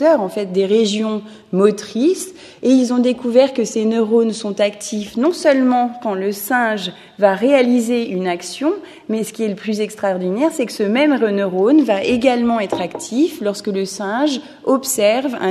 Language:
French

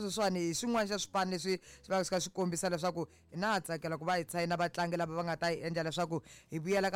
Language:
Tsonga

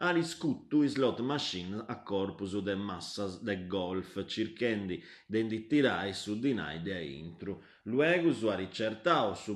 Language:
Sardinian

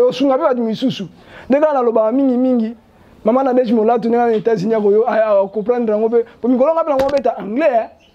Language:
Lingala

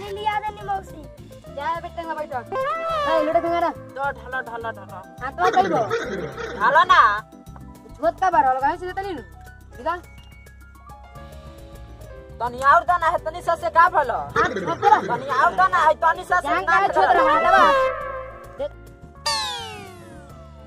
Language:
Bhojpuri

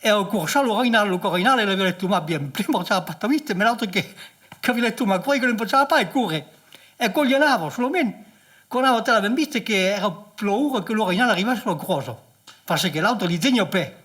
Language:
Occitan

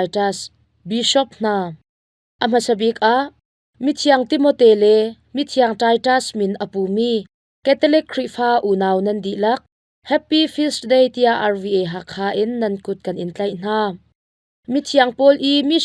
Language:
Hakha Chin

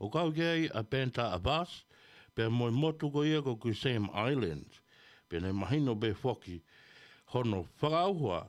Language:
Tongan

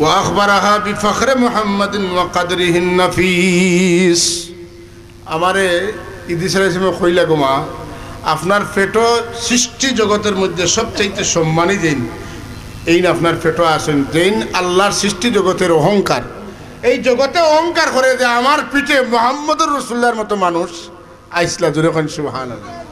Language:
Sylheti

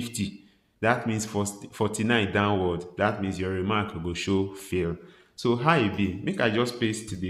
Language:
Nigerian Pidgin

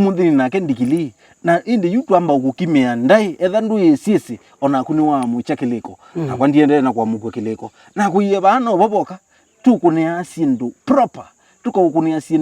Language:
Kamba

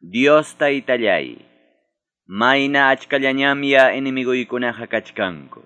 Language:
Quechua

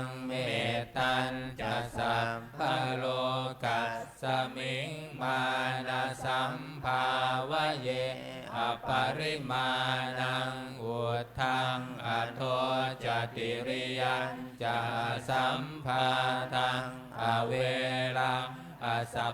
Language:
Pali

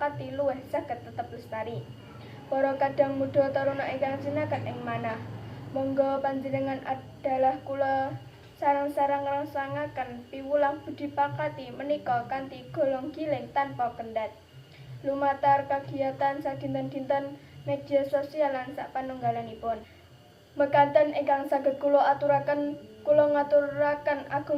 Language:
Javanese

